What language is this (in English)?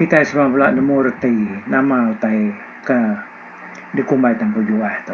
Iban